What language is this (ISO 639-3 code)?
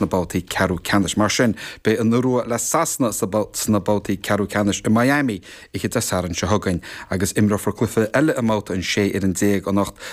gle